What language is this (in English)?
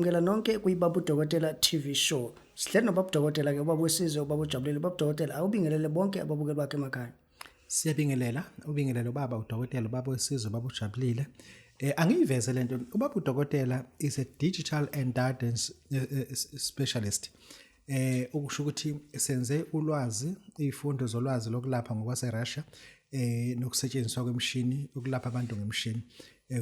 Zulu